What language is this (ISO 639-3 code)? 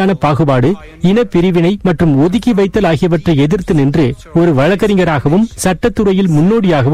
tam